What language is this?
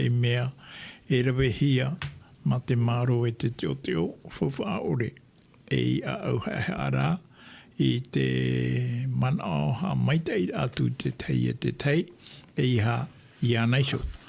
Tahitian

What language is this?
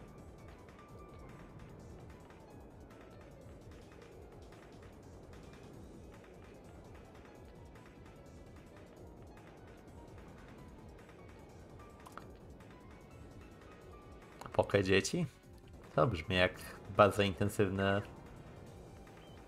Polish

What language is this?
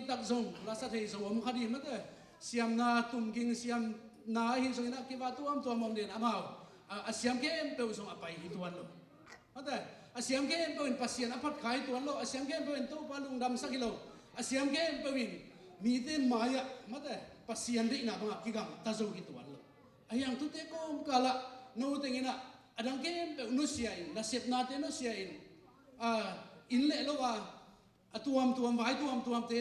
Tedim Chin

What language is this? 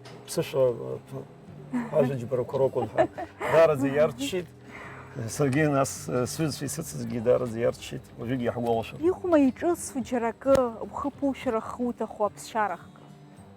Abkhazian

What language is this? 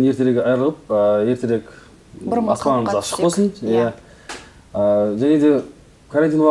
Kazakh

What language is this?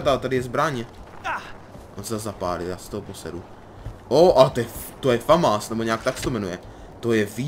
Czech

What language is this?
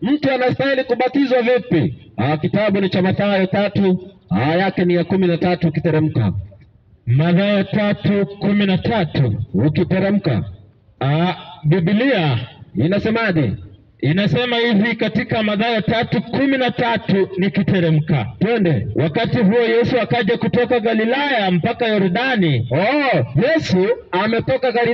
Swahili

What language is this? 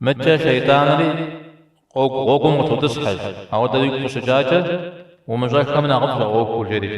Kabardian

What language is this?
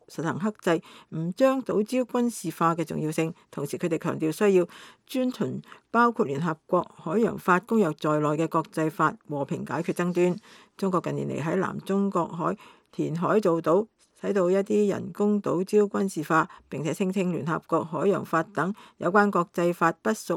Cantonese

